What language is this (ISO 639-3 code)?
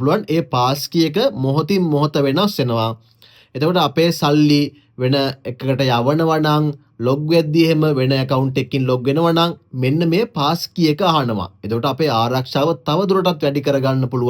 sin